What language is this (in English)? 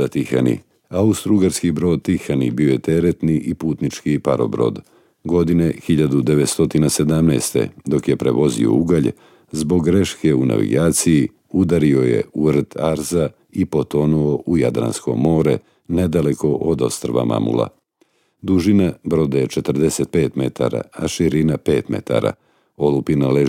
Serbian